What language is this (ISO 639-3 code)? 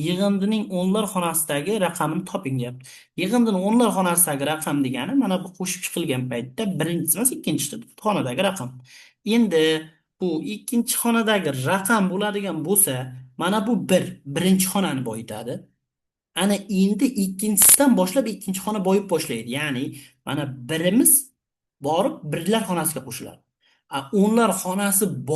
uzb